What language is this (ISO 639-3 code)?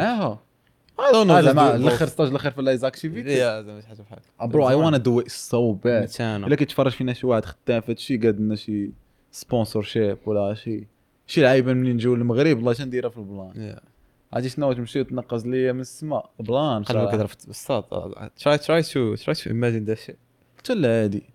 ary